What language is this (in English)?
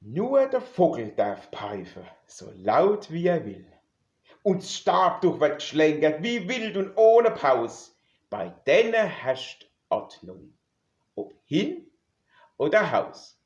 Palatine German